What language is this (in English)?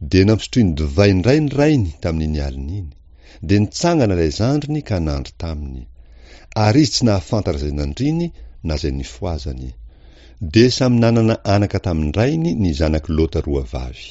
Malagasy